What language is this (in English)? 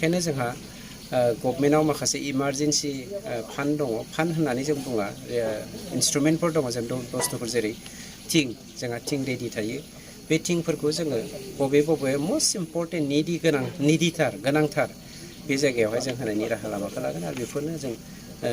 Bodo